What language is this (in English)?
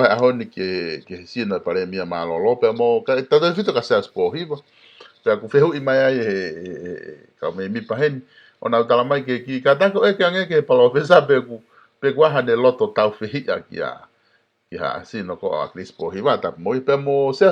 Tongan